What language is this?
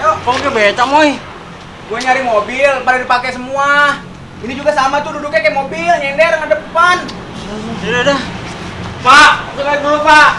Betawi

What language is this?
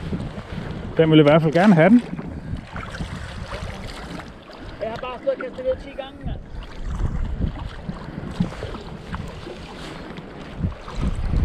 Danish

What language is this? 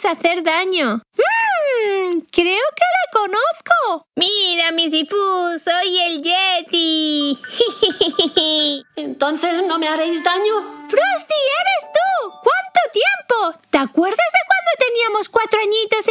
Spanish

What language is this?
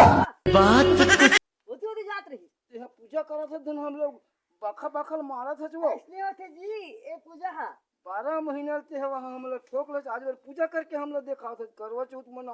Chhattisgarhi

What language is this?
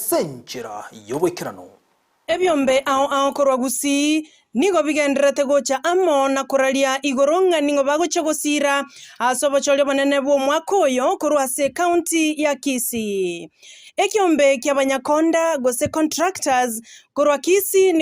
Gusii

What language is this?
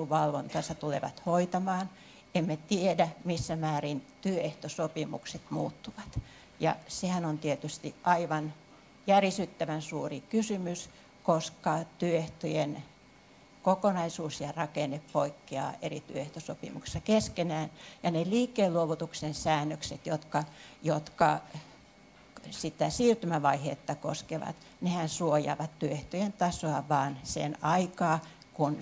Finnish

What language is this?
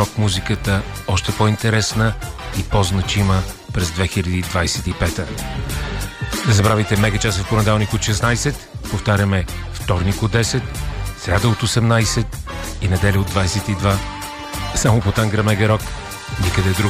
Bulgarian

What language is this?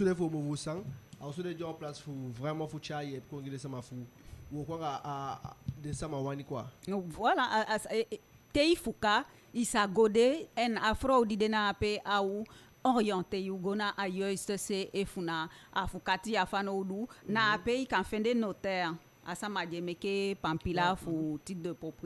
Eastern Maroon Creole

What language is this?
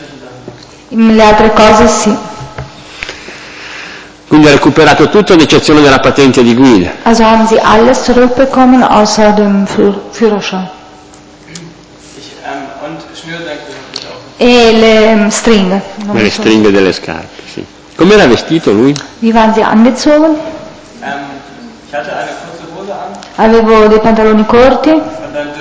Italian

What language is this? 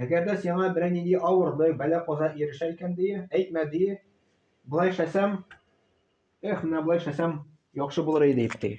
Tatar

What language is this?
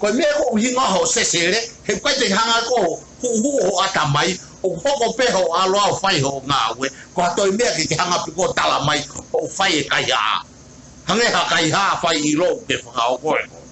Tongan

